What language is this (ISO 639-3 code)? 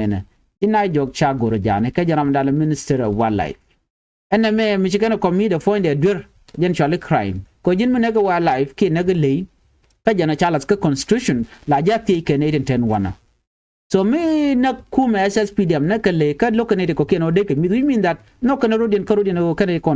nus